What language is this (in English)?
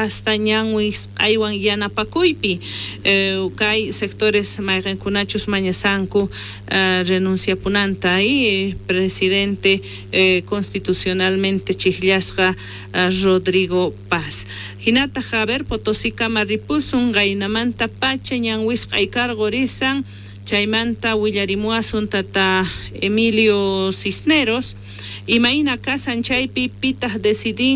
South Bolivian Quechua